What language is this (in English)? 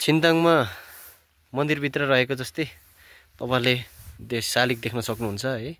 Nepali